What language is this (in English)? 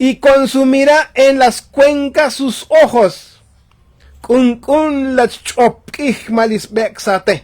Tzotzil